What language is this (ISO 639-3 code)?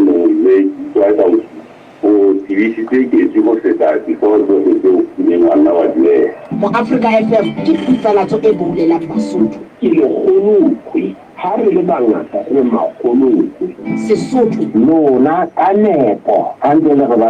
sot